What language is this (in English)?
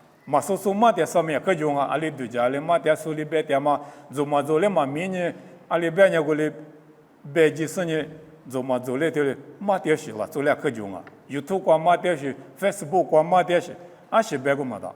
Lisu